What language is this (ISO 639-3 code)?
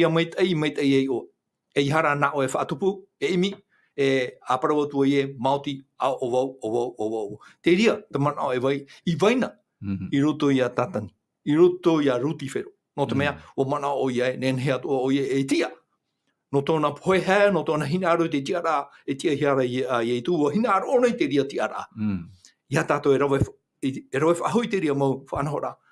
tah